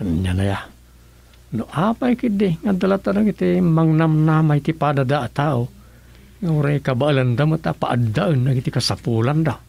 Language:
Iloko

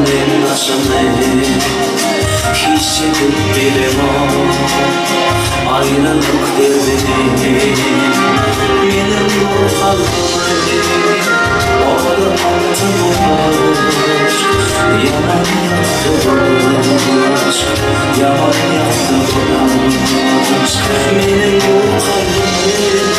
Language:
Turkish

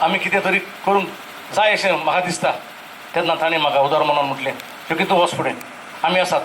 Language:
Konkani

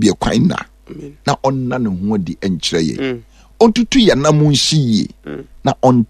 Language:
Akan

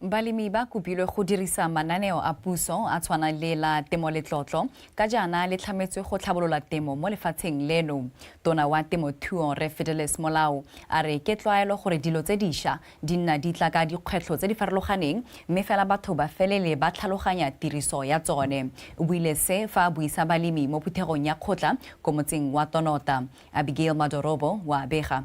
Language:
Tswana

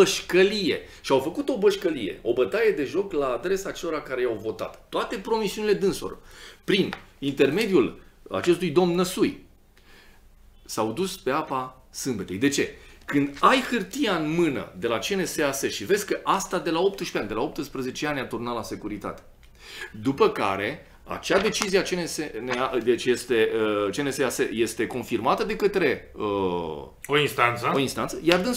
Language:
Romanian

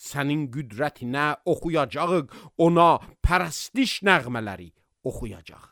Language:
Azerbaijani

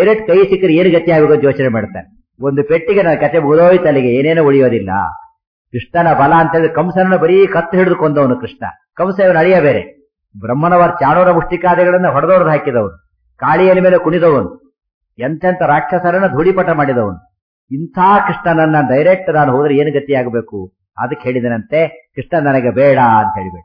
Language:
Kannada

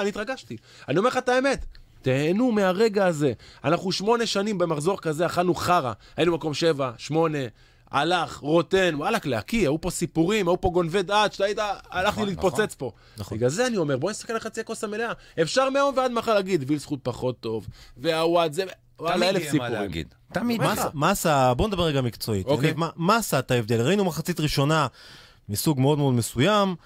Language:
Hebrew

